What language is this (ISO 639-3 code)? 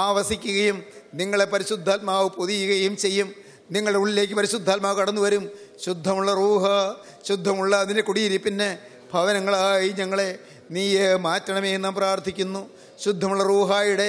mal